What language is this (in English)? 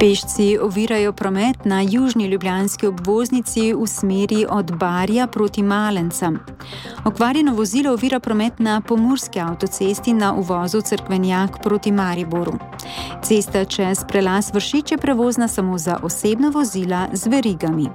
Slovenian